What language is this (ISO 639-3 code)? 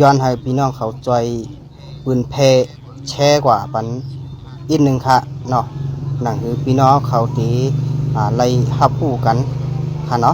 shn